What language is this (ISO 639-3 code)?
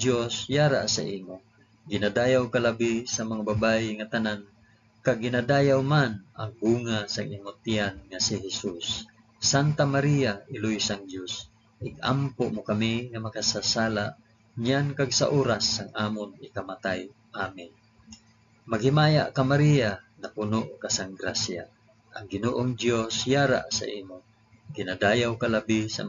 hil